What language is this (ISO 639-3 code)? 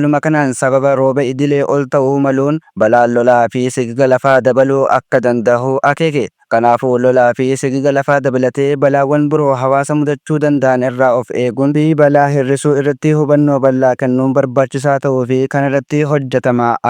orm